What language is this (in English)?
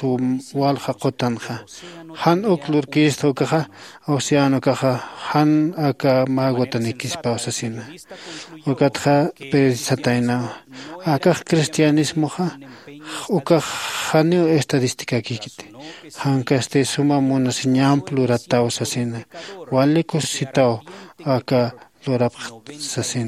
Aymara